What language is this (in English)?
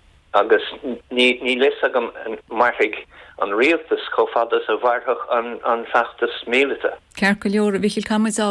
Irish